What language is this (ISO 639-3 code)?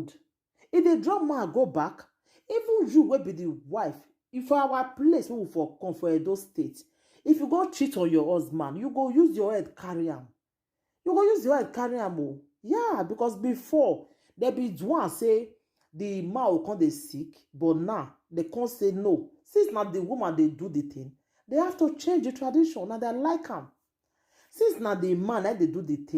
pcm